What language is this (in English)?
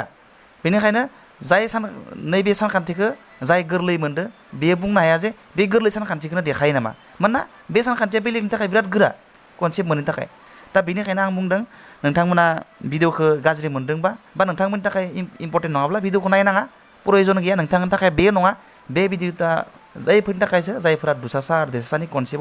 Bodo